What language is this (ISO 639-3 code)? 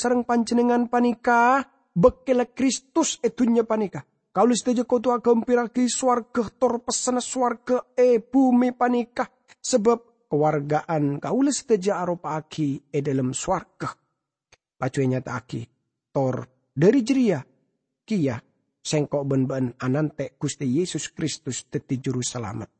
mad